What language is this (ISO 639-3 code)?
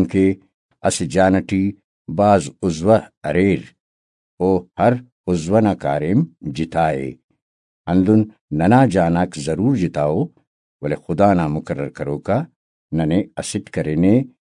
brh